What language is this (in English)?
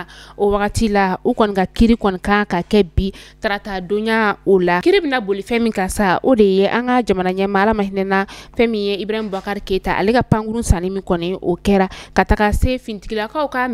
Bambara